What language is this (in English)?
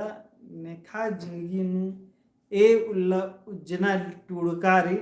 Kurukh